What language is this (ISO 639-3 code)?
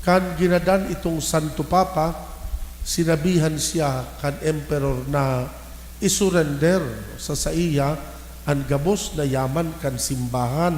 bik